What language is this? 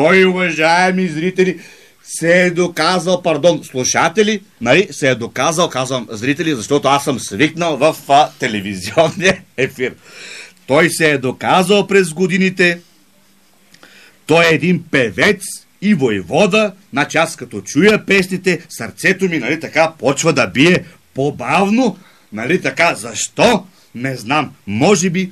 Bulgarian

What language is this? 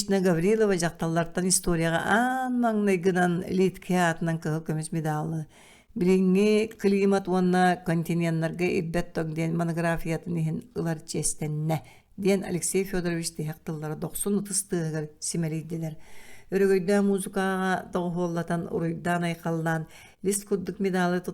Yakut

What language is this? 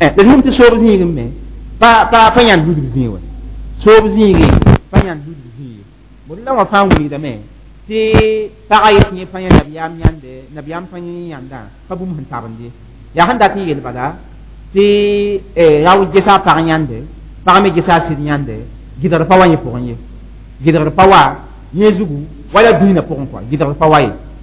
Mossi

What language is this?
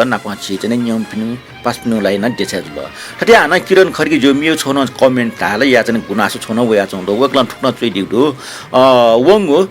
Newari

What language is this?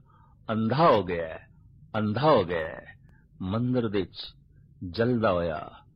Punjabi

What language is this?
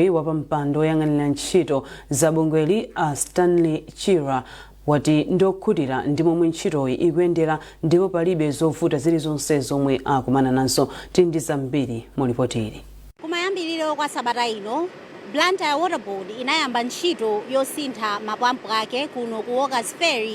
Nyanja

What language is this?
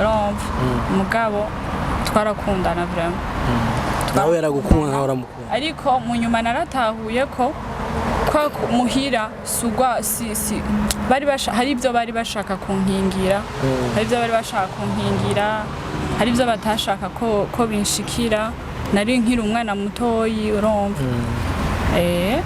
Rundi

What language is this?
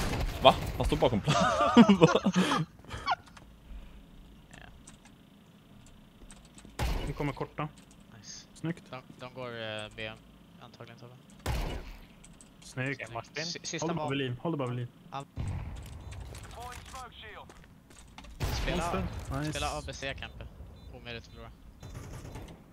Swedish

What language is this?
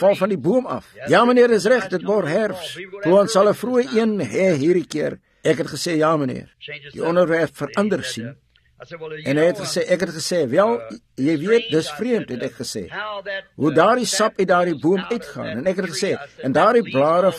Afrikaans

